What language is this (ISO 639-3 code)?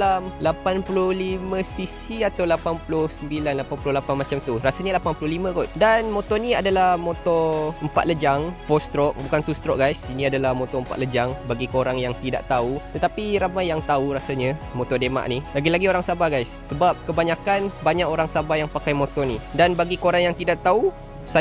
msa